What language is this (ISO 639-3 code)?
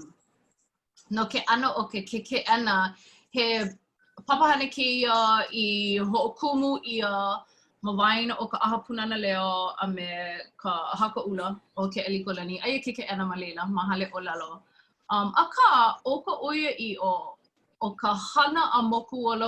haw